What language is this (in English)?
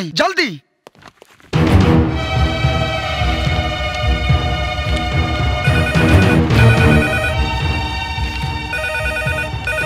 Bhojpuri